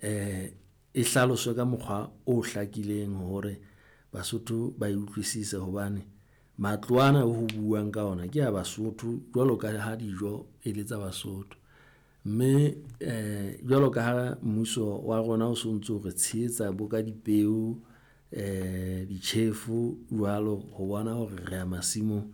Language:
Southern Sotho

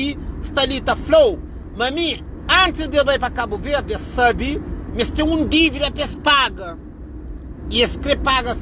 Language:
Kabuverdianu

